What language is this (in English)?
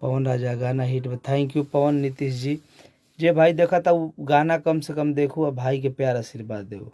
Bhojpuri